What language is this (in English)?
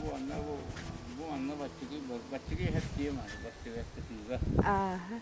Yakut